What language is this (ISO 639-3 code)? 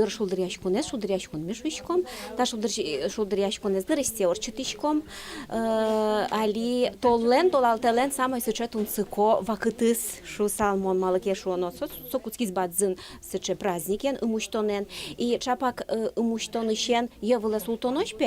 udm